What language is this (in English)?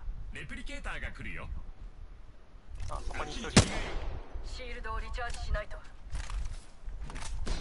Japanese